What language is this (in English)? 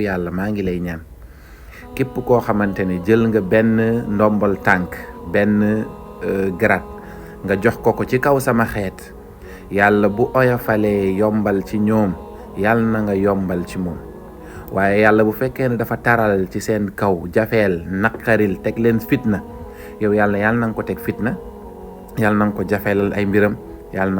Wolof